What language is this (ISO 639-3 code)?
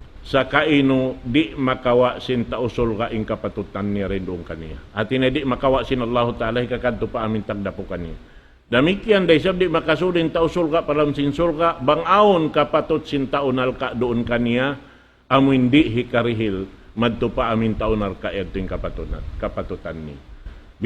tsg